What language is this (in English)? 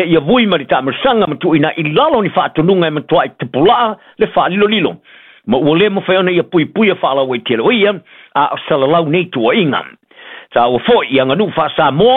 Samoan